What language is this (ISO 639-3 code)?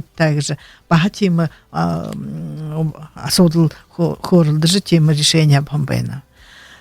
bua